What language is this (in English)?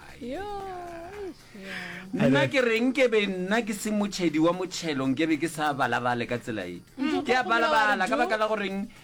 Northern Sotho